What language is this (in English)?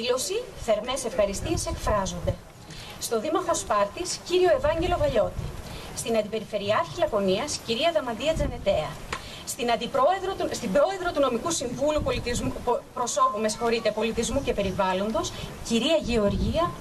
Greek